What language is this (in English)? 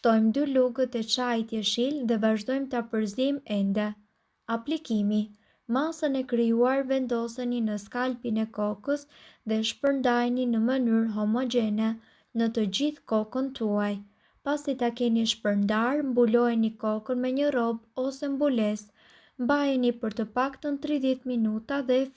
Albanian